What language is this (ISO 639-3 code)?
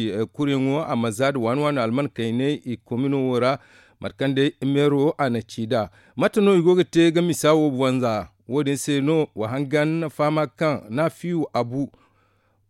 dje